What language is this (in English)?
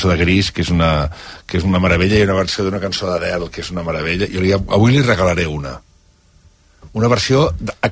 Catalan